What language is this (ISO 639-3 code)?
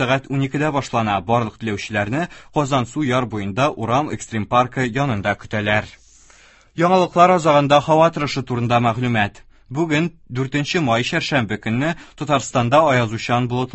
tat